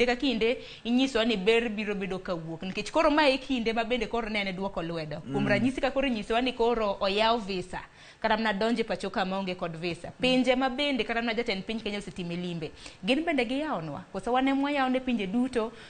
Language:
Luo (Kenya and Tanzania)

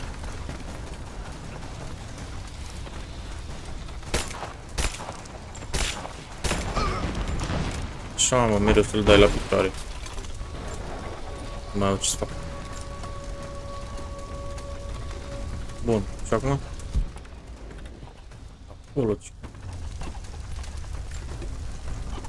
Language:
Romanian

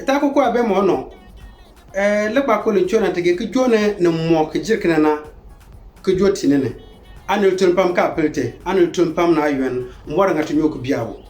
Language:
Konkomba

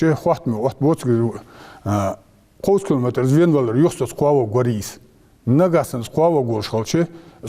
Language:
Ingush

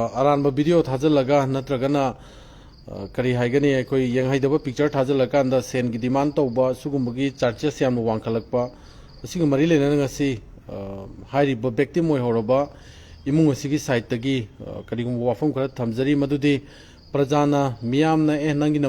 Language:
Manipuri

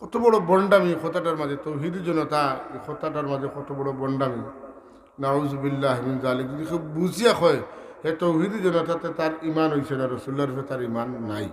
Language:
Sylheti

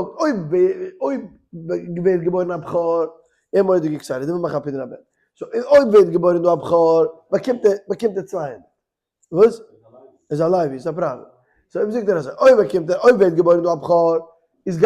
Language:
Yiddish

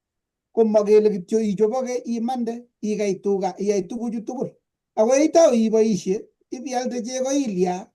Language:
Kalenjin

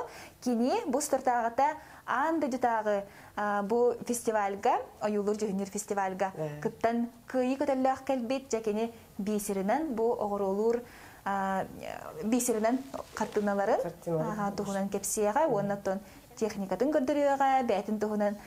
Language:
Yakut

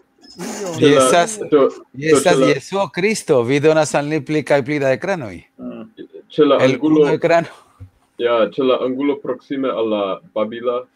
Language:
Esperanto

